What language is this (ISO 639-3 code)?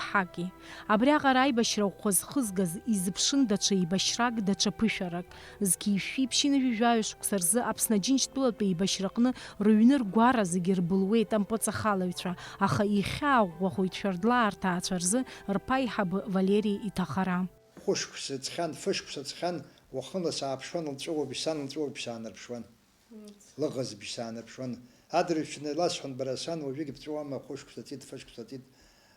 abk